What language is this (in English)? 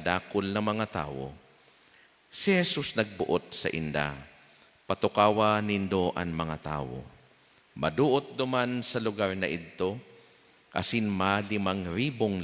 Bikol